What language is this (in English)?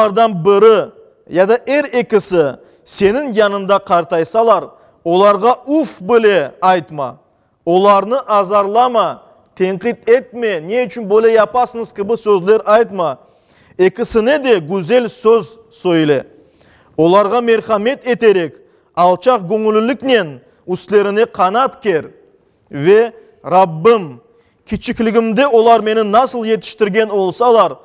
Crimean Tatar